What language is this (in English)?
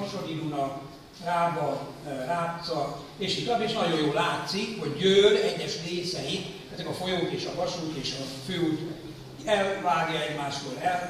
Hungarian